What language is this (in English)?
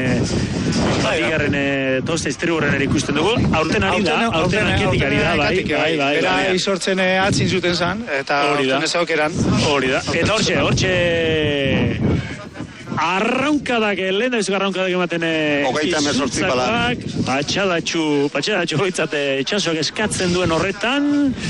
Basque